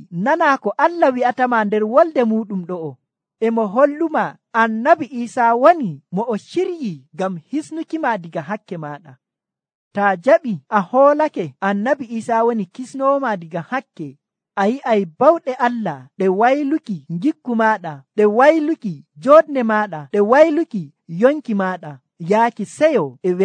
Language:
Nigerian Fulfulde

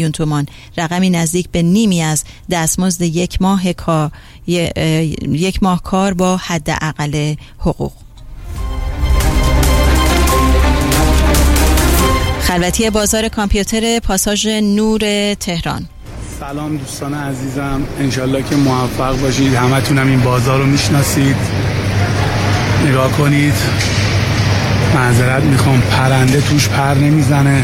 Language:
Persian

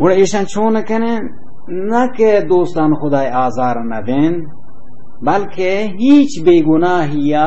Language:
Baluchi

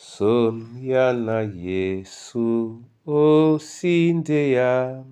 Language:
Duala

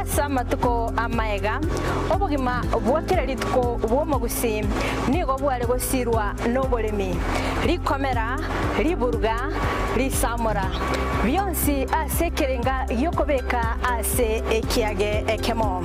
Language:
Gusii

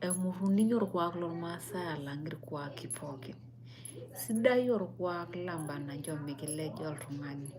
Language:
Masai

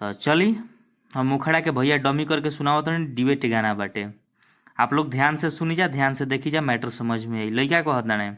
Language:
Bhojpuri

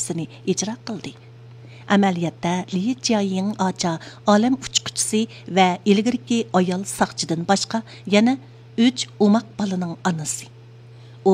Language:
Uyghur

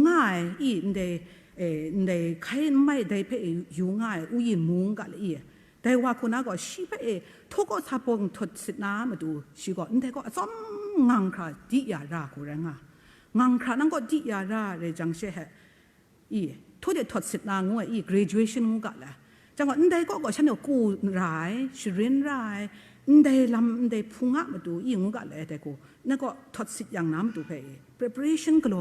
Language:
Kachin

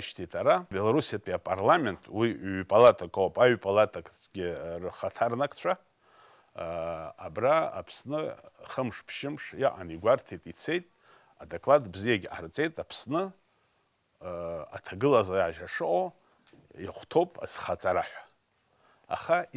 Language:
Abkhazian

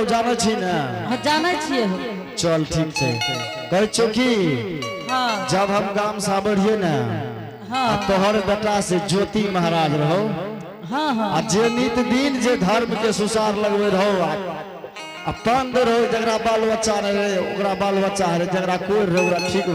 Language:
Angika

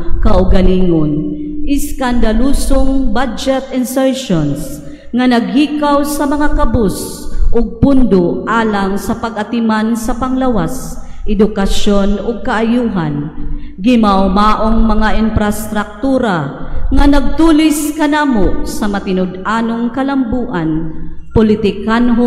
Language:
Cebuano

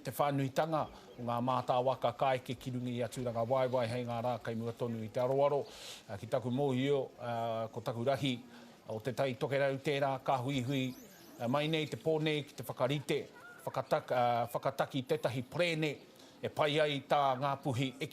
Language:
Māori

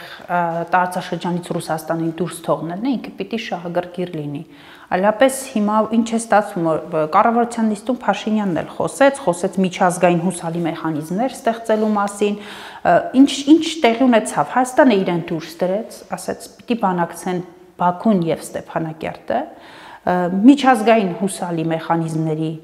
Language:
Armenian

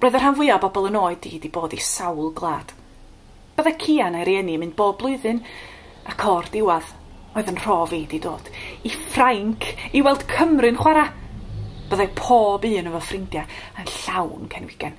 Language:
Welsh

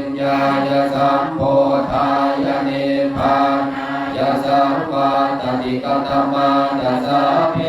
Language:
Pali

